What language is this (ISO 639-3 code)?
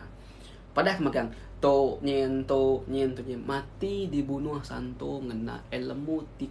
iba